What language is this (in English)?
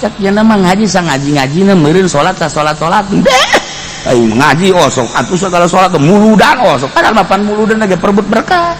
Sundanese